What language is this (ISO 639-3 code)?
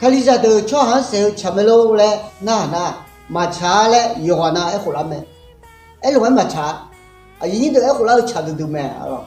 ahk